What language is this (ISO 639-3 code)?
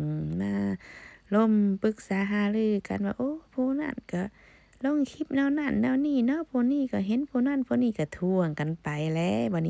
lao